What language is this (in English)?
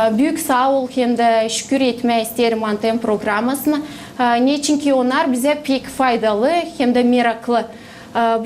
Gagauz